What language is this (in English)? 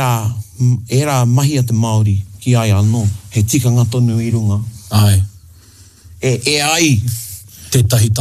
Māori